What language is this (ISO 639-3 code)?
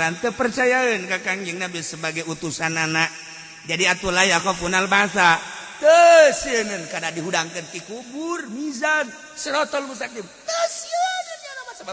sun